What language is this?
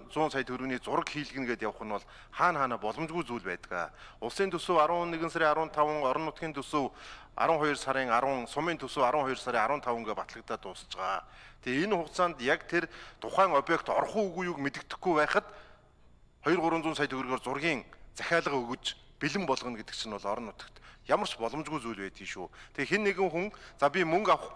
Mongolian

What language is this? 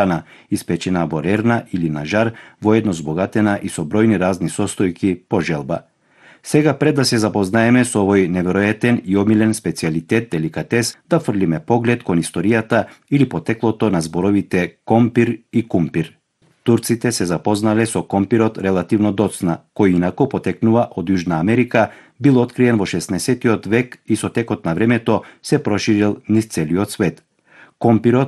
Macedonian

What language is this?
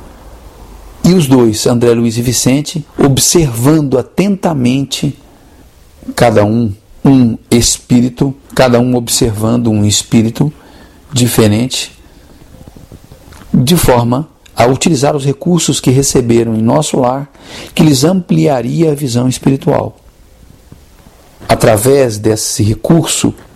Portuguese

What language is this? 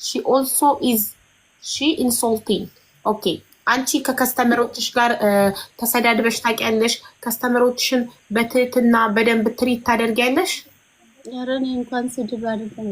Amharic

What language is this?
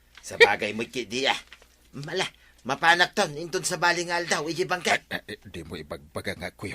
Iloko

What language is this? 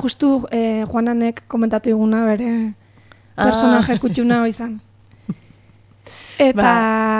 Basque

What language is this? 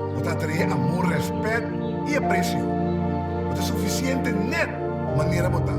Papiamento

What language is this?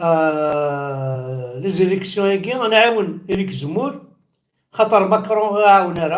Kabyle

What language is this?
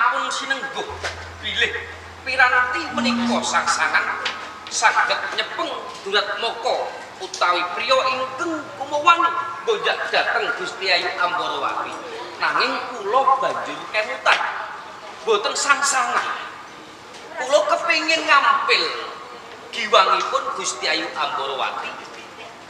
Javanese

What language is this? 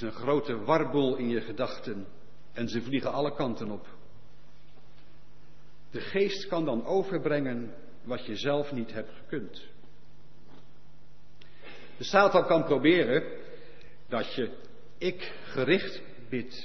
Dutch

